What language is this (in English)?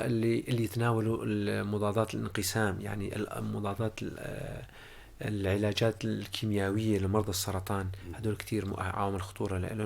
North Levantine Arabic